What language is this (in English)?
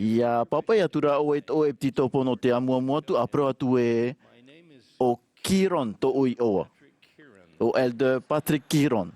Tahitian